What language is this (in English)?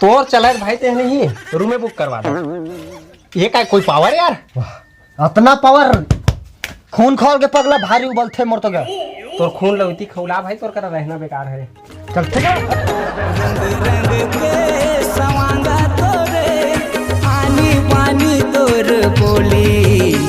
Chhattisgarhi